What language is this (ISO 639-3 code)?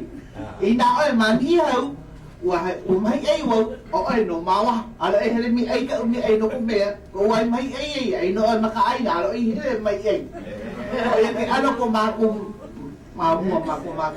haw